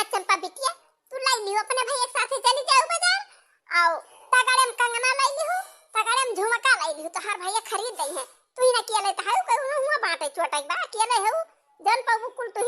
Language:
Awadhi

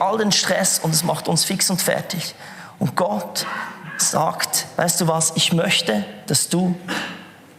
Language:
Swiss German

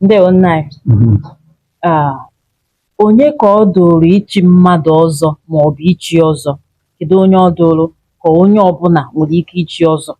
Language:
Igbo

